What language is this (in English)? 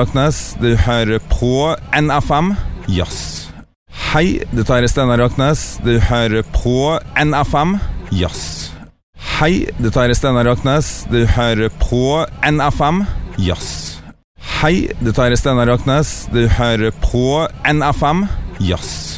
Norwegian